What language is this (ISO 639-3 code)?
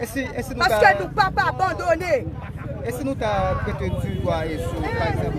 hat